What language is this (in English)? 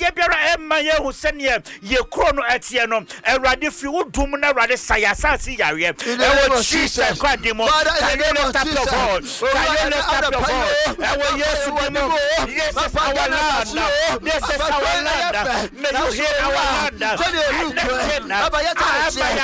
Akan